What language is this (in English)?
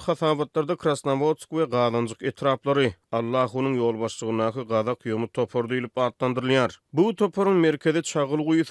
Turkmen